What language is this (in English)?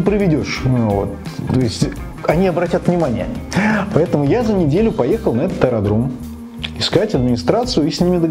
Russian